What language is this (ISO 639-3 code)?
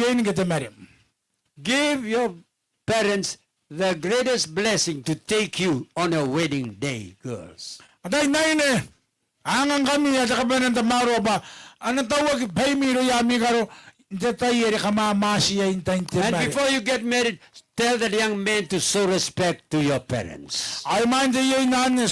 gil